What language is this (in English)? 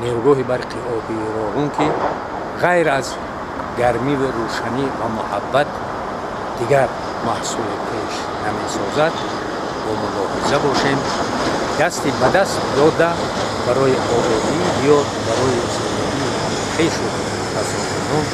Tajik